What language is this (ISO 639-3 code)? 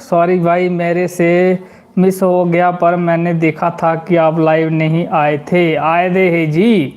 doi